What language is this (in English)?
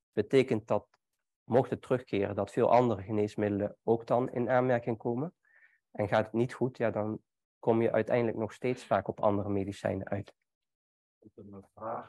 Dutch